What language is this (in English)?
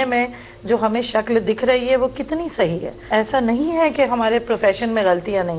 Urdu